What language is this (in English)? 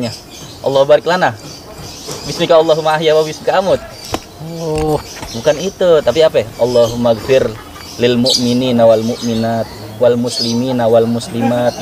Betawi